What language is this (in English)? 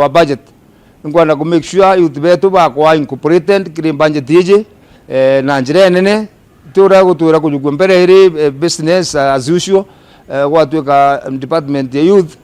Meru